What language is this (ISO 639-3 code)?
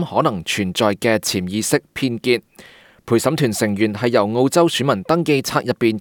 yue